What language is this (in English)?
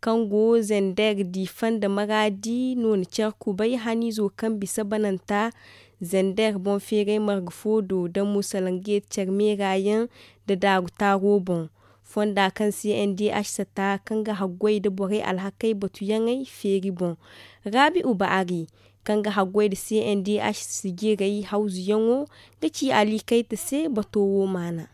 Zarma